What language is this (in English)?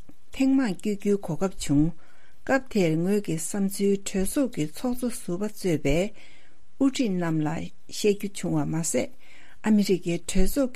Tibetan